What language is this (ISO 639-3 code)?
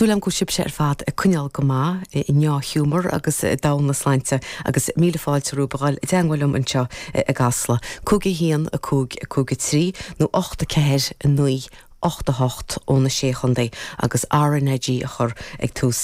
gle